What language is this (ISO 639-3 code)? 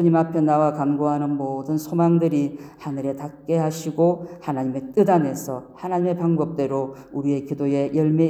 kor